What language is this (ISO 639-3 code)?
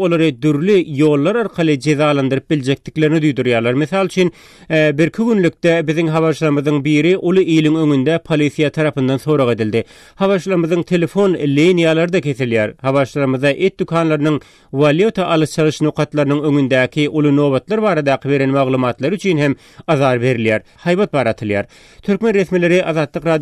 tuk